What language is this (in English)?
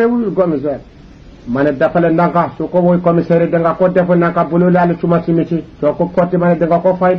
Wolof